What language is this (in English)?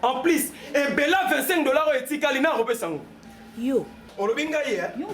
Lingala